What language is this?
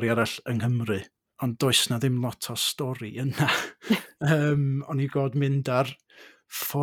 Welsh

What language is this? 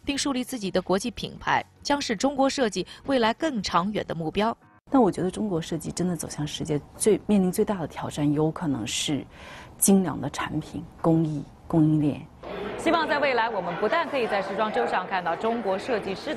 Chinese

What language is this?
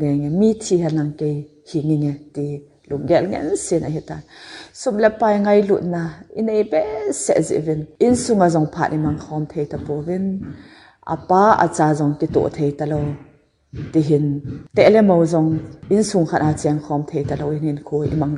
Thado Chin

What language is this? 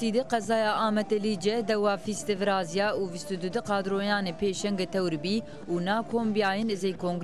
Zaza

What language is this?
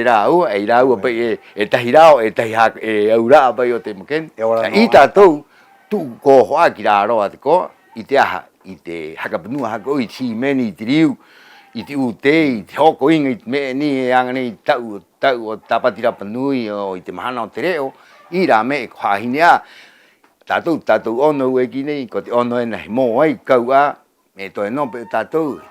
Rapanui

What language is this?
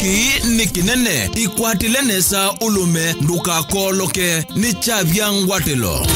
Kamba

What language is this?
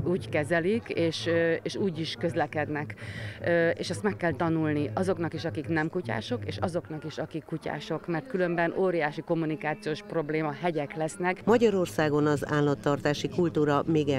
Hungarian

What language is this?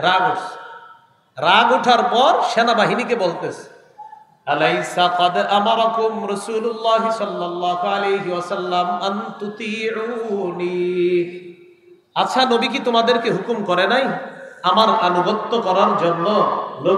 Bangla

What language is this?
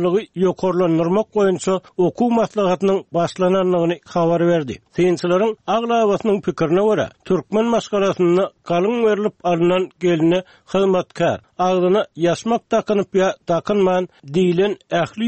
Turkmen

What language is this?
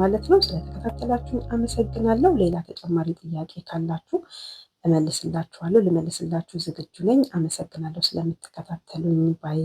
Amharic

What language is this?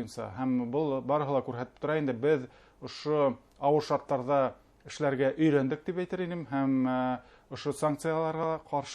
Bashkir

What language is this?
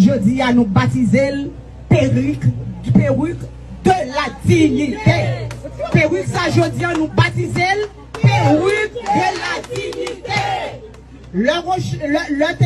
Haitian Creole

